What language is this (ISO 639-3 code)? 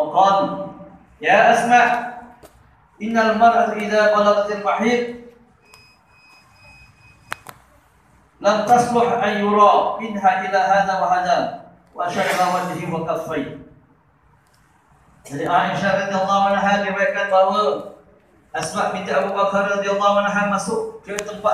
msa